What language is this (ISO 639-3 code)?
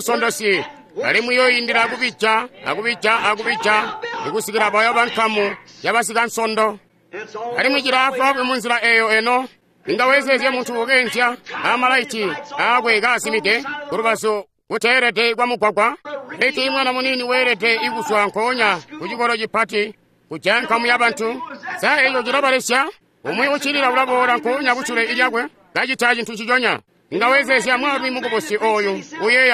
toi